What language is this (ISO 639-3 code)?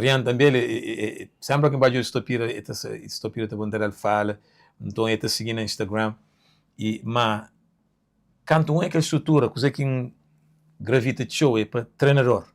kea